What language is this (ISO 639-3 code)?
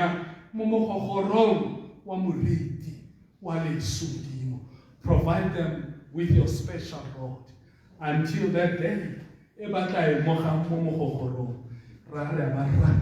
tsn